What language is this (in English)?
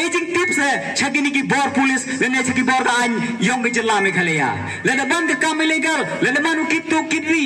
Pnar